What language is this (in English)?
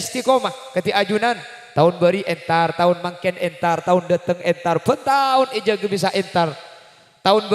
Madurese